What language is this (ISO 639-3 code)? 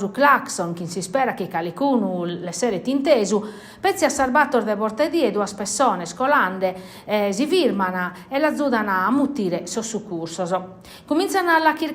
srd